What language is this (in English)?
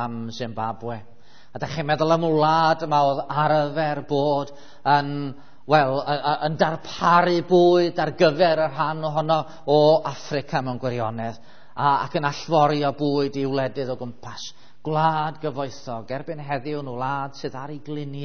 Welsh